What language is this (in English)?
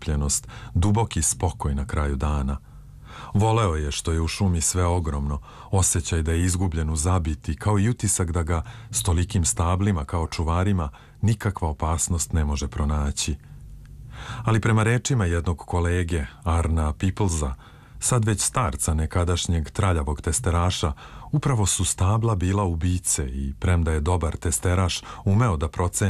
Serbian